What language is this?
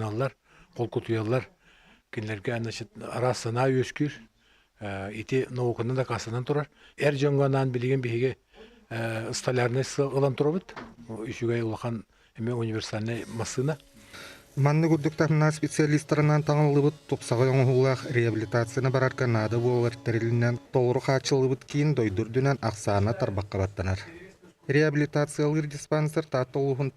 Yakut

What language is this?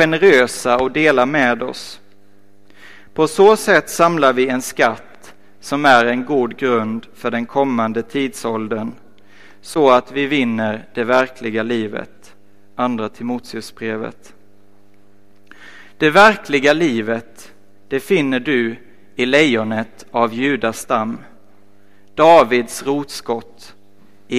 Swedish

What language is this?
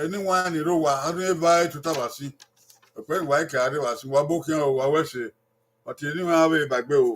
Bini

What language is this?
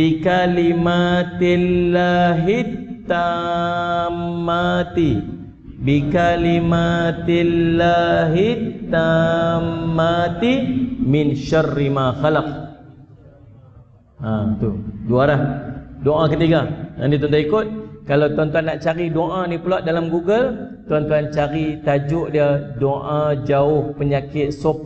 Malay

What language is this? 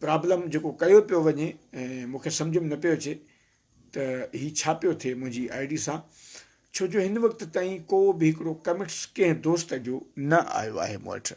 Sindhi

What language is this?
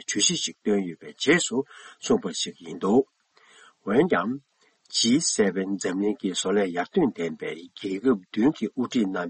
Tibetan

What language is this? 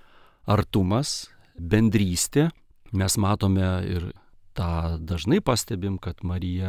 Lithuanian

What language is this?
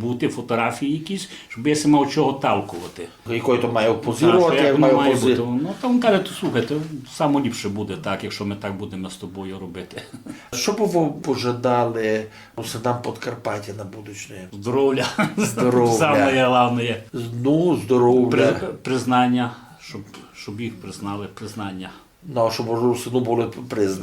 Rusyn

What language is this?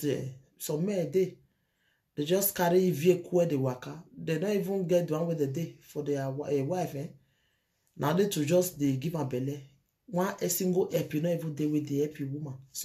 Nigerian Pidgin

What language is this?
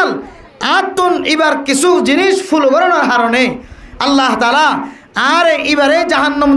Rohingya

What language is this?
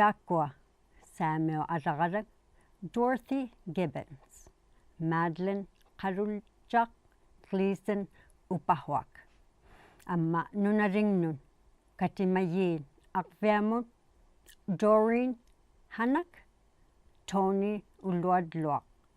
Inuktitut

